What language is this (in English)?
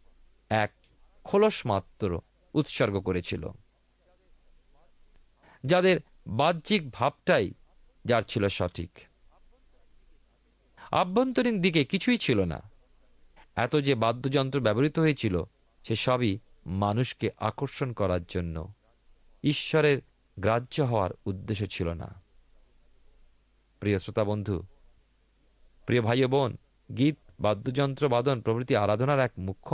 Bangla